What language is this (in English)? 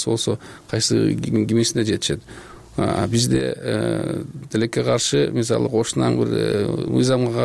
Kyrgyz